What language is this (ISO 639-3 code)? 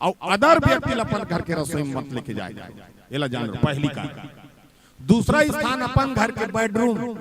hne